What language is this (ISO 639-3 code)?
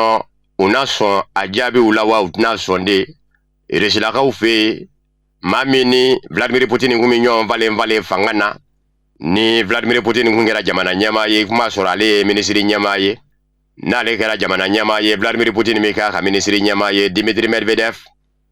bam